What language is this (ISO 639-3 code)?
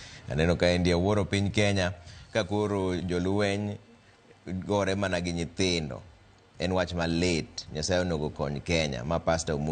luo